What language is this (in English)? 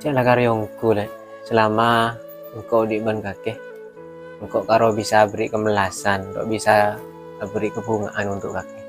Madurese